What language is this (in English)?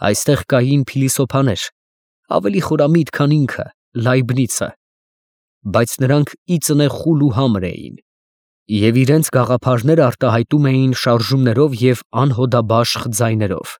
Armenian